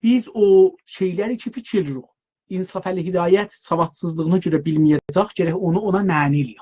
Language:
South Azerbaijani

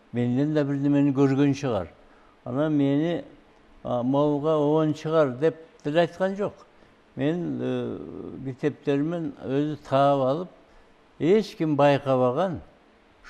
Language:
Kyrgyz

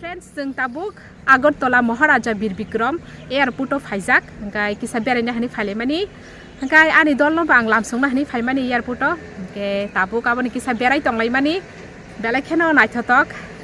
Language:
Kok Borok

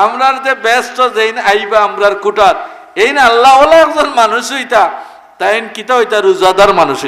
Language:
Sylheti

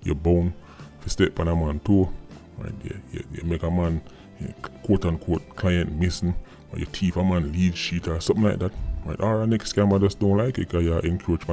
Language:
Jamaican Creole English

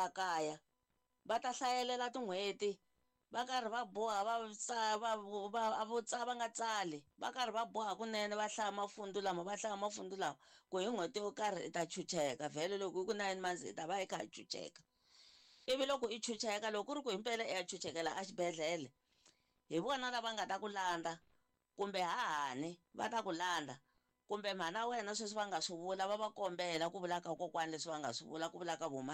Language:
Tsonga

